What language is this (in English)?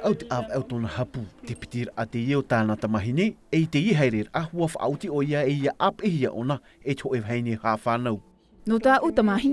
Tahitian